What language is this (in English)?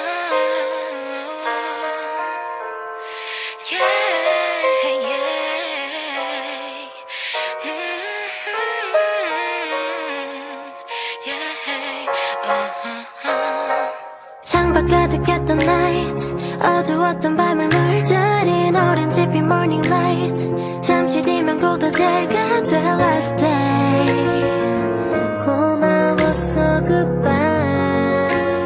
Korean